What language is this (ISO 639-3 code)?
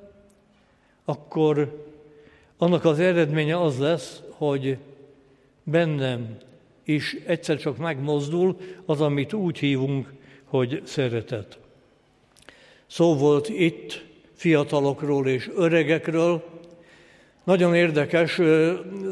hun